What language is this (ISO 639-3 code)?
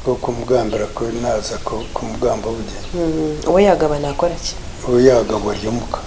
nyn